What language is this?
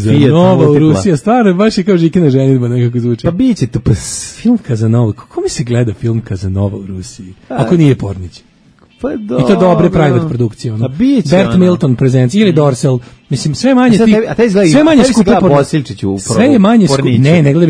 Serbian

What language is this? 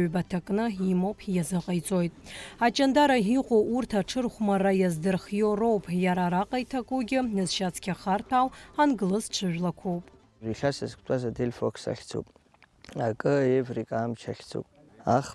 Abkhazian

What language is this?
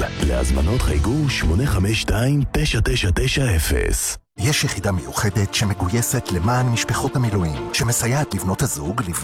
Hebrew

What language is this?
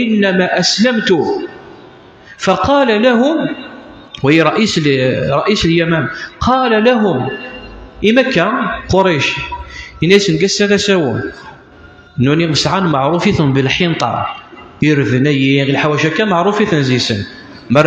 Kabyle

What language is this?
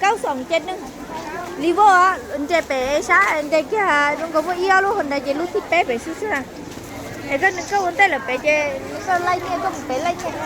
Hmong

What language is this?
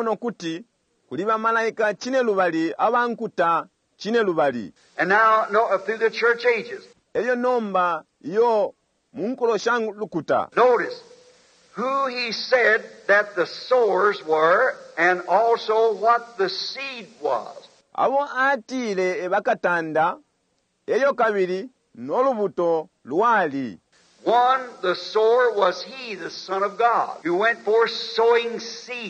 Bemba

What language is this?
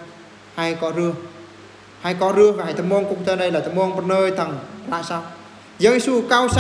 Eastern Bru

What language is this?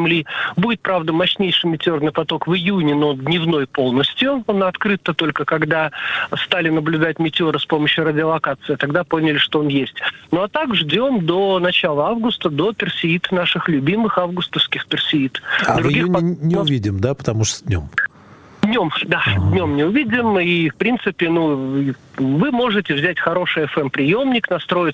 Russian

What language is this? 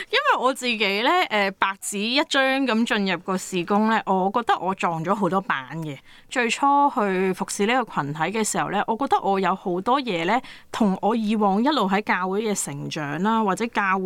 Cantonese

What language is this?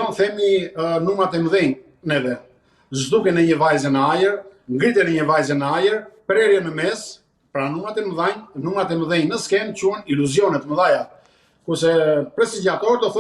Albanian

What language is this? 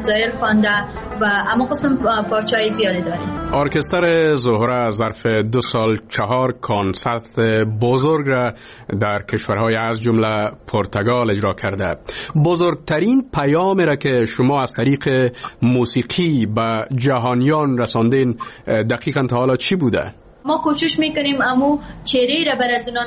Persian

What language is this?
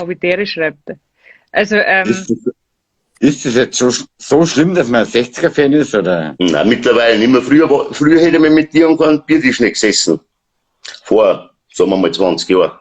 Bavarian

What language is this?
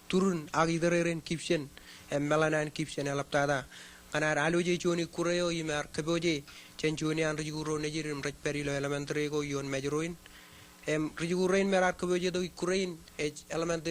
Marshallese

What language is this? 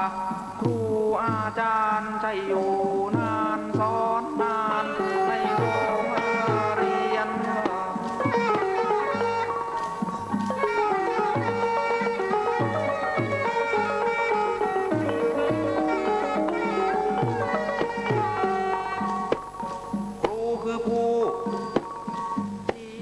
Thai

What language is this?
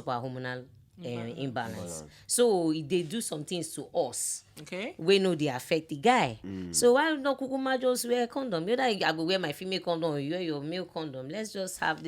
Nigerian Pidgin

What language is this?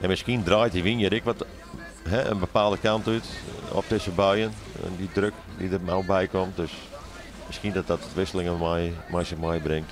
Western Frisian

